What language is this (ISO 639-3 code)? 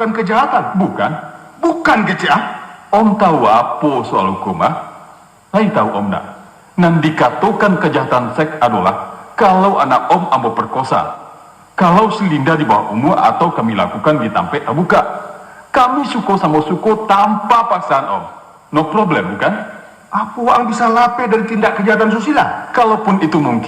min